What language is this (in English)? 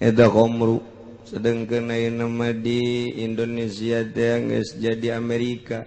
Sundanese